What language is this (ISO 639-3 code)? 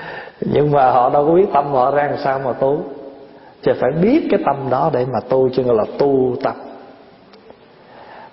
vie